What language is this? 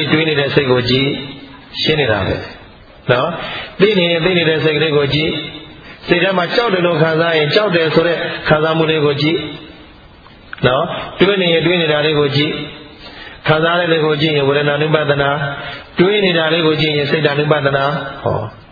Burmese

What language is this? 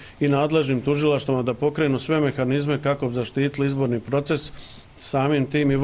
Bosnian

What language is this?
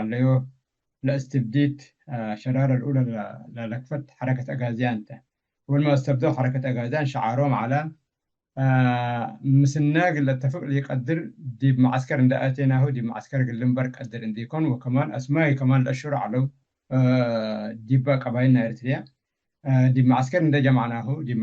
Tigre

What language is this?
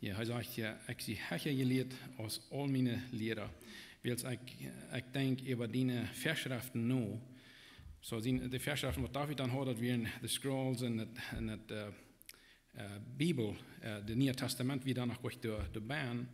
Plautdietsch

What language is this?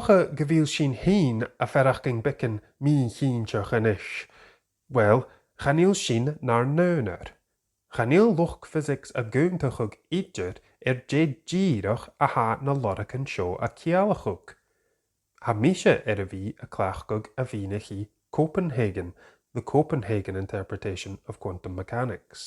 Scottish Gaelic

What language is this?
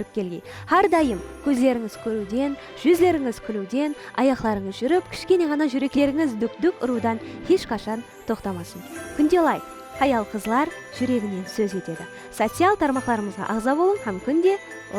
Kara-Kalpak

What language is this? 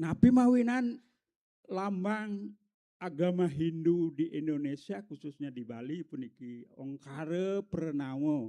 Balinese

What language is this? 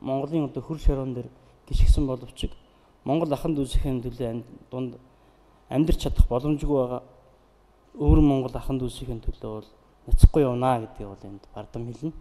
Mongolian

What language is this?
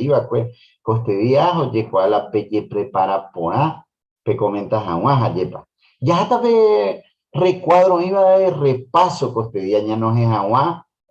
Guarani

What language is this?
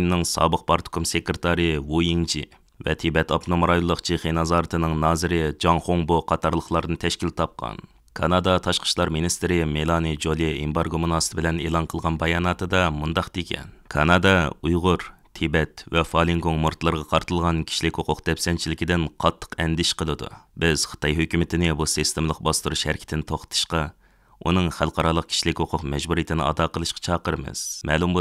Uyghur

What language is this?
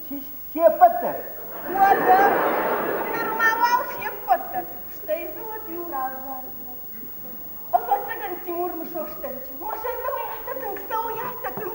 Ossetic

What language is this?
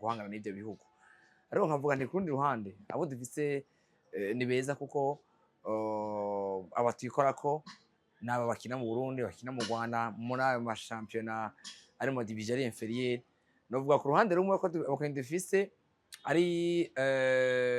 Rundi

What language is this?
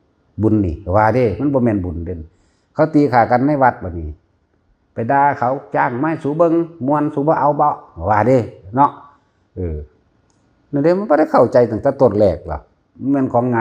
Northeastern Thai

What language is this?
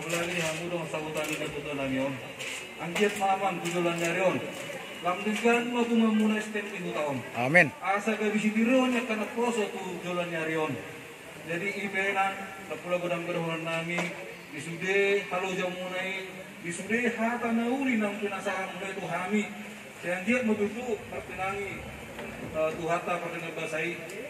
Batak Toba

